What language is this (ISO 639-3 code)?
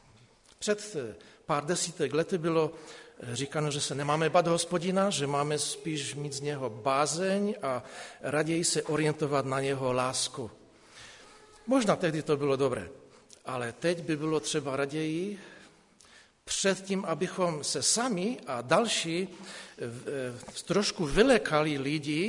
ces